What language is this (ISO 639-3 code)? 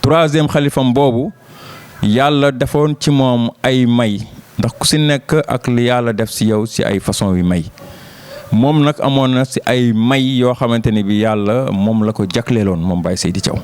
wol